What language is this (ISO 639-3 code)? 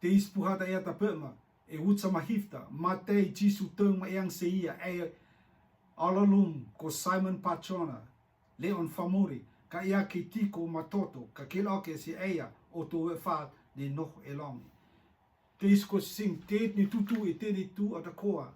rtm